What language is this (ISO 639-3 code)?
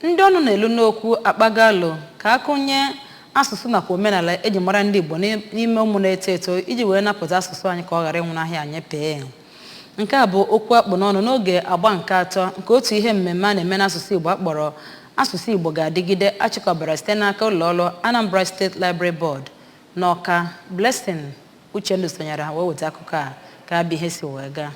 ibo